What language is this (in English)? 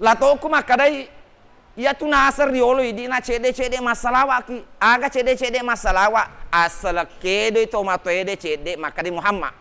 Buginese